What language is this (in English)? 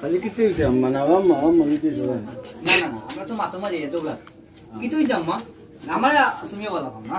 Sylheti